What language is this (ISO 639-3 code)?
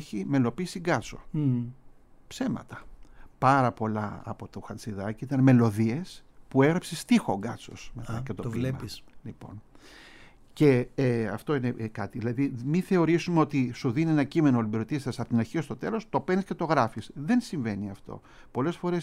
ell